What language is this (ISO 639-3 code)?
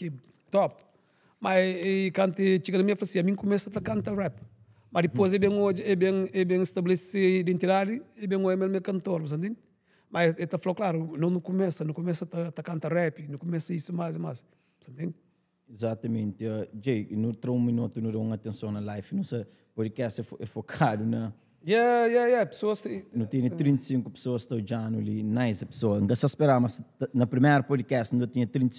kea